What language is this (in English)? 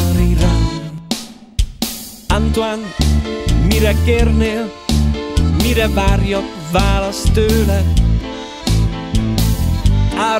Hungarian